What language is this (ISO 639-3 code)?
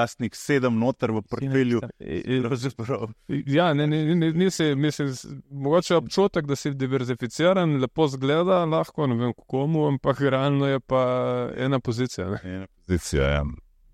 slv